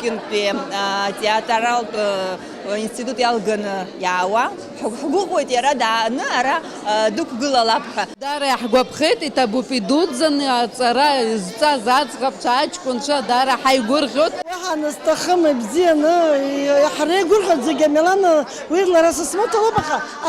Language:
Abkhazian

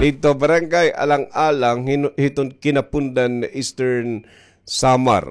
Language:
Waray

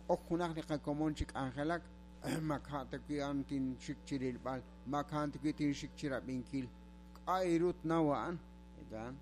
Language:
Kekchí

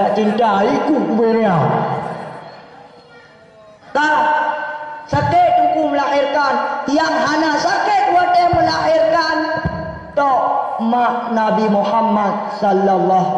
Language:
Achinese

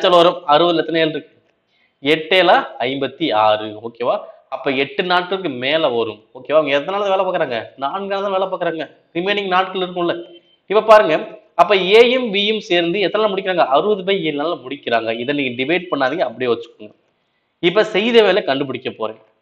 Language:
Tamil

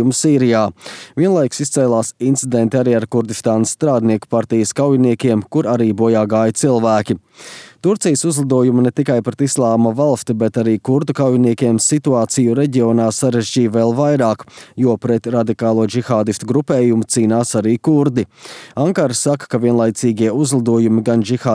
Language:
Latvian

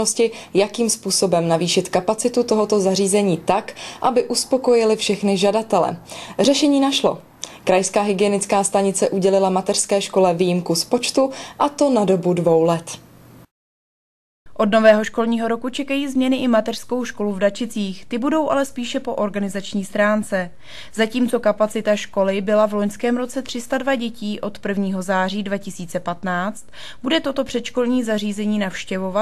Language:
Czech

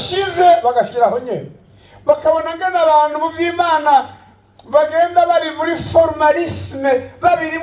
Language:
Rundi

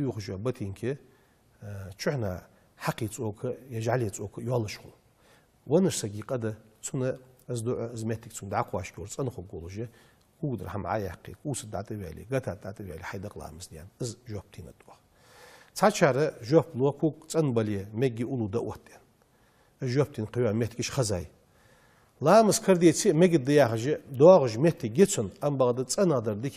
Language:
Ingush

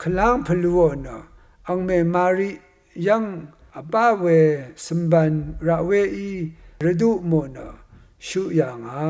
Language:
Rawang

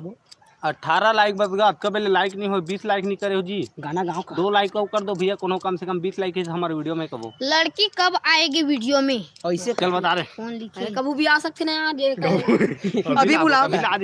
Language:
Chhattisgarhi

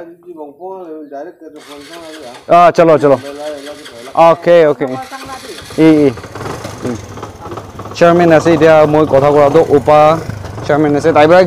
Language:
Naga Pidgin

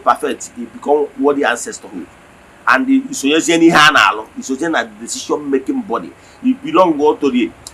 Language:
Igbo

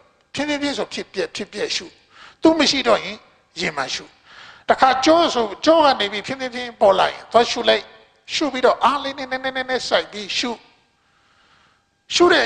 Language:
Burmese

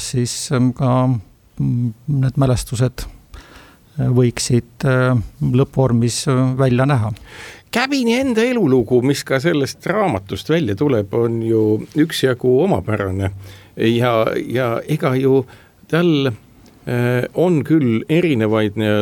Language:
Estonian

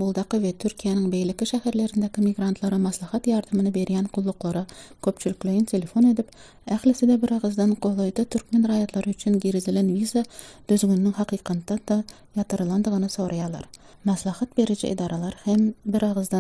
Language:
Turkmen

